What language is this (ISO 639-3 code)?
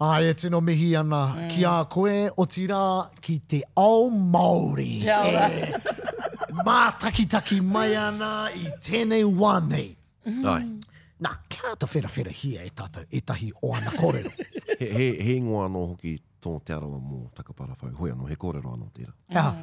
mri